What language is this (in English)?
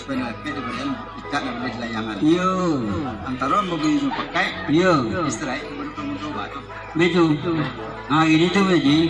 Minangkabau